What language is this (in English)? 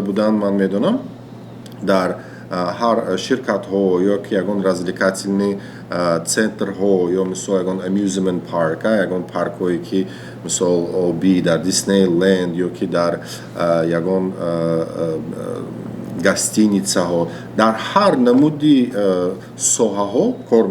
Tajik